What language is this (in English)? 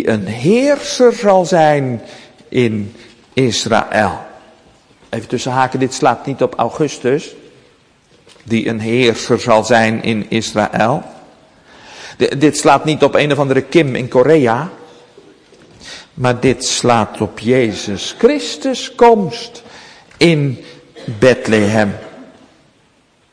Dutch